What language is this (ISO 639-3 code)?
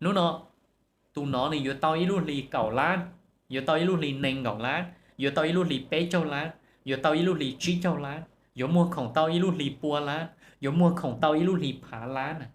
hmn